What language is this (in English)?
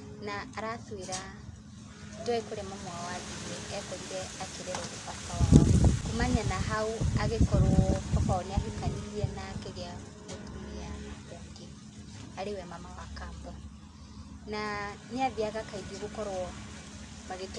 Kikuyu